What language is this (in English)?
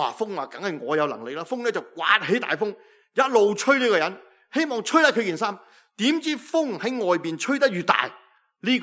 Cantonese